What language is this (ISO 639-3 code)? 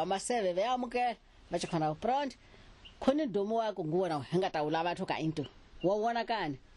tso